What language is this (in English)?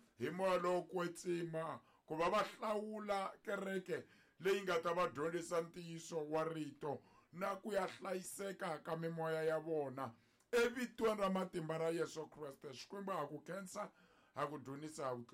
Tsonga